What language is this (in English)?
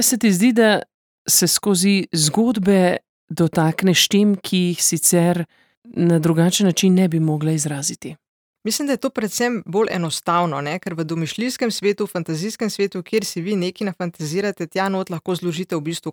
Slovenian